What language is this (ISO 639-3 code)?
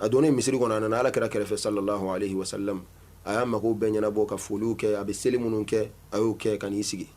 bam